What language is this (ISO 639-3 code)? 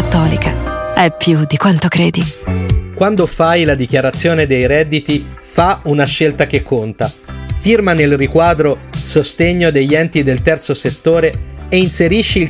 ita